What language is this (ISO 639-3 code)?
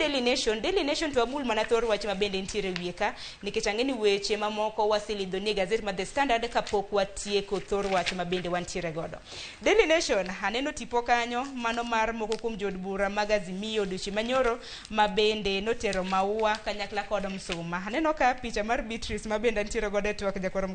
luo